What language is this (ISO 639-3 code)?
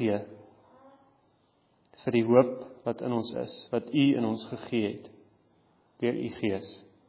afr